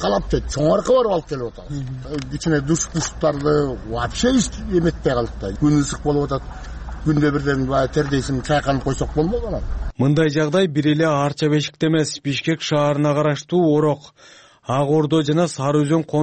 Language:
Kyrgyz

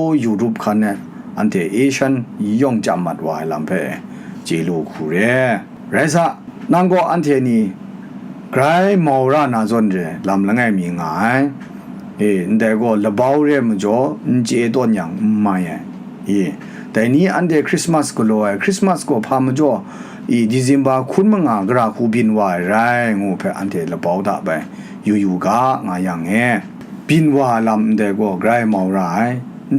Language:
Kachin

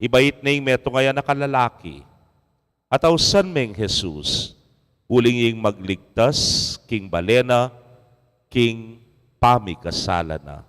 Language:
Pampanga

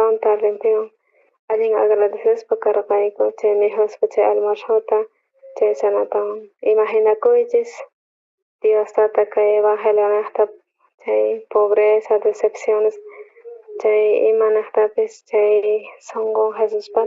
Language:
South Bolivian Quechua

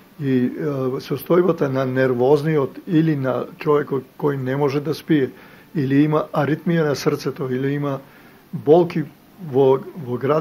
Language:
Macedonian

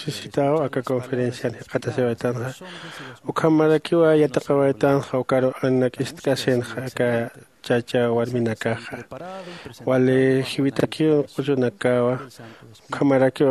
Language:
Aymara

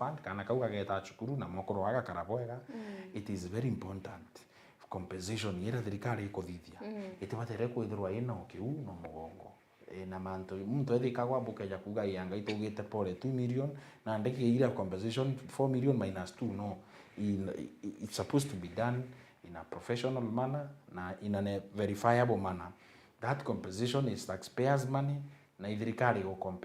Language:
Meru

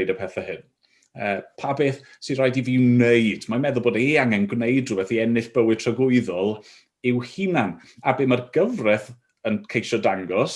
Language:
Welsh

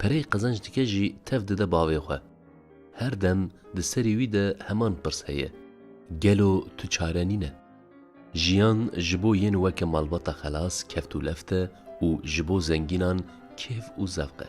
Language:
Kurdish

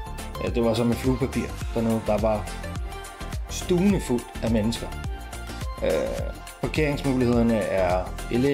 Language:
Danish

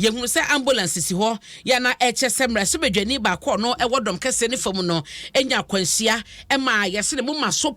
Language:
Akan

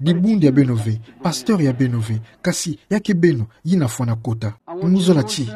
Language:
Kituba (Democratic Republic of Congo)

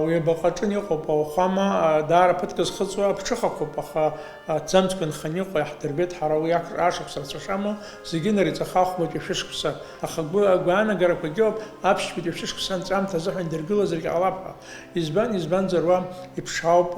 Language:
Abkhazian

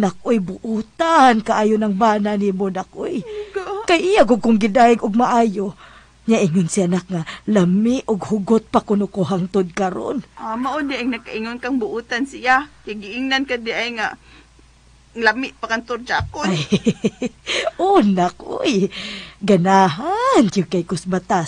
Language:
Cebuano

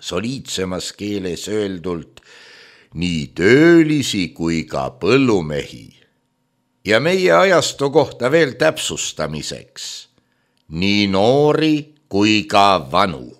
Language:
Estonian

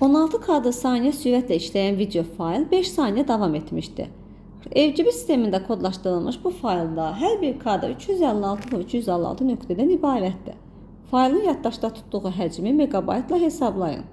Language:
Azerbaijani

